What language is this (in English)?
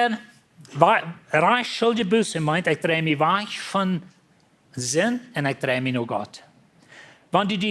Plautdietsch